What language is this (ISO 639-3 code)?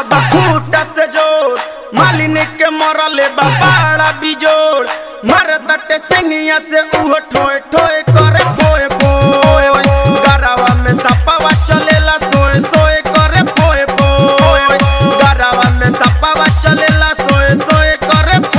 bho